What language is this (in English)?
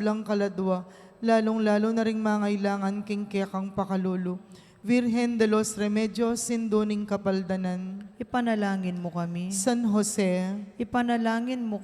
Pampanga